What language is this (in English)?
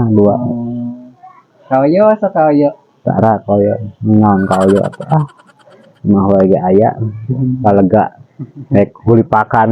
Sundanese